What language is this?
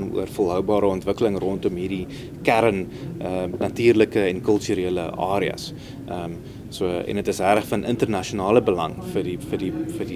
Afrikaans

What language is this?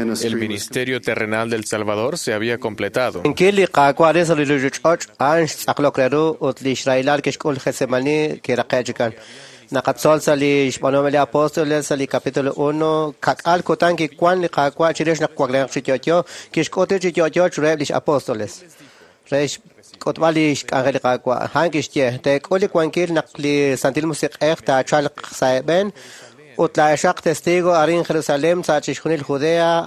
Kekchí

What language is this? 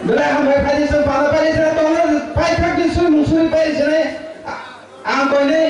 Kok Borok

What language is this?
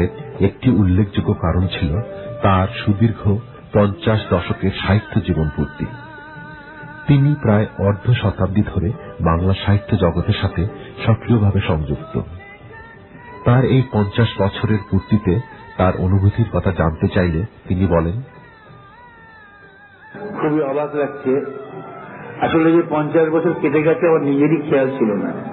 Bangla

